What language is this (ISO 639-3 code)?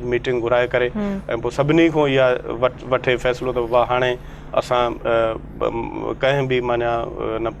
snd